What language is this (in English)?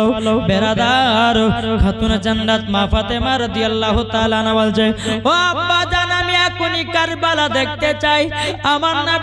Bangla